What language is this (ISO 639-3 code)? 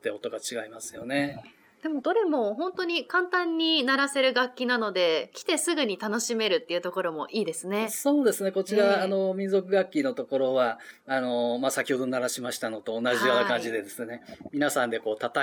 jpn